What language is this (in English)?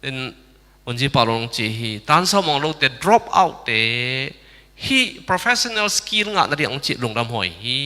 Tedim Chin